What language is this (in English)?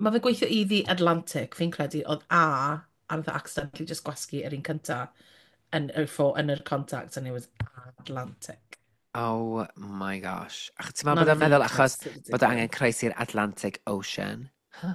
Welsh